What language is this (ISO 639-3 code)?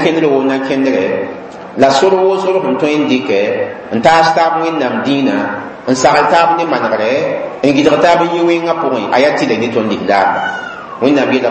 mos